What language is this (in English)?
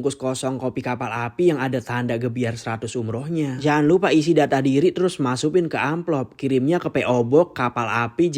Betawi